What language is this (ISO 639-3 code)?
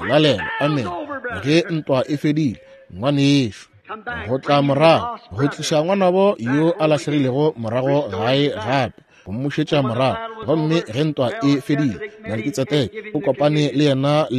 nso